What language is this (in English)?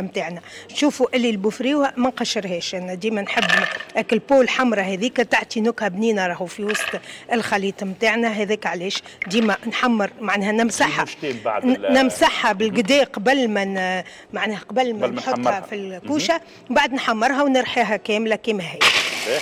Tunisian Arabic